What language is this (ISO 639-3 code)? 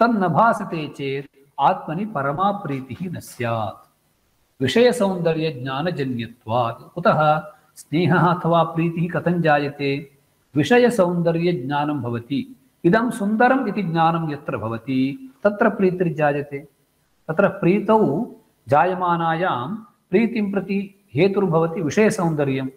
san